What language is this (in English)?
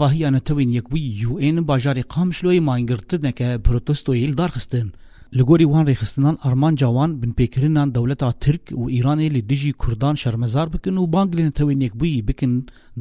Kurdish